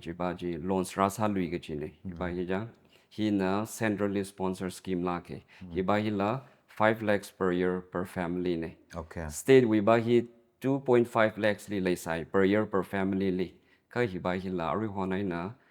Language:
Tangkhul Naga (India)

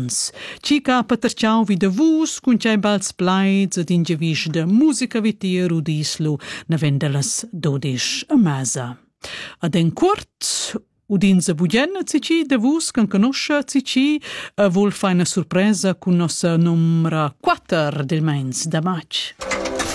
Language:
Romansh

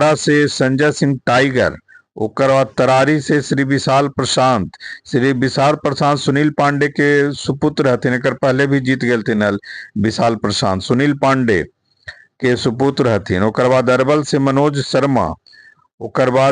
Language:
Magahi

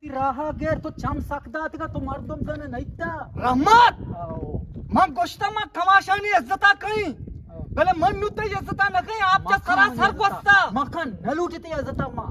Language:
Eastern Balochi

